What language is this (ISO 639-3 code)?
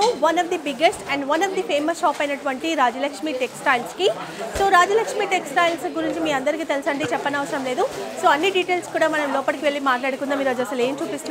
tel